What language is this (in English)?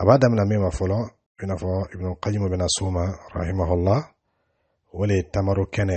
Dyula